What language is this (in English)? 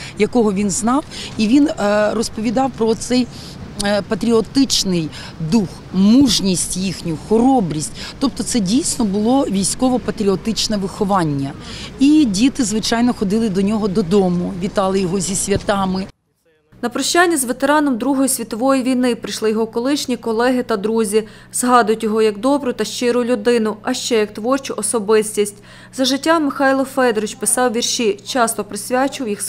Ukrainian